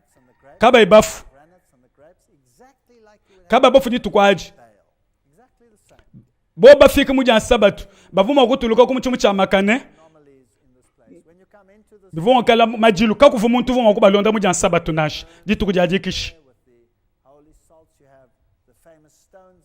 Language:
Luba-Lulua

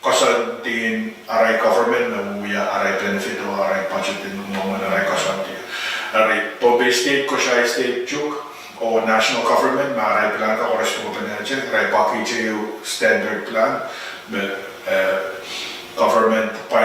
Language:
Pohnpeian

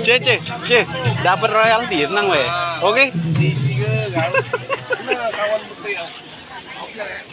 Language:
Musi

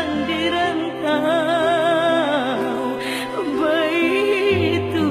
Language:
Minangkabau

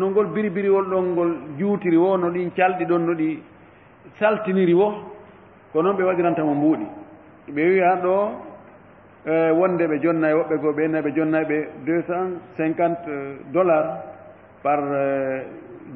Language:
Fula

